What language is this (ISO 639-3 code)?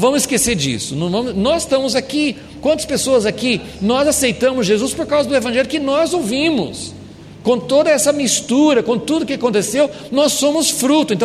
por